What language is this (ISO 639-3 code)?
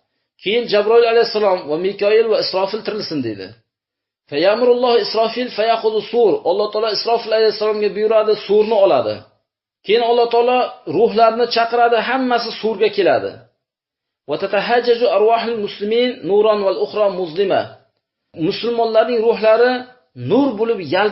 uzb